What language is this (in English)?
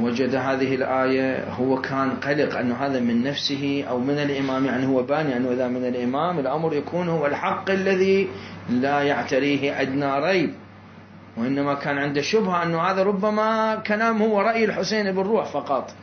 Mesopotamian Arabic